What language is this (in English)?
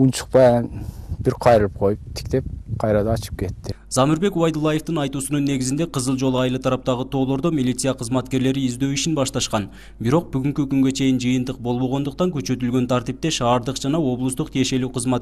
Kyrgyz